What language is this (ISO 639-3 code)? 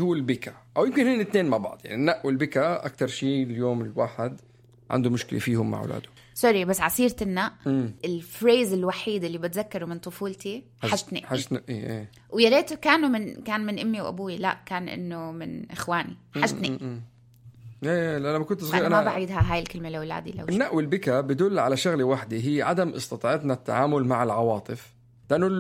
apc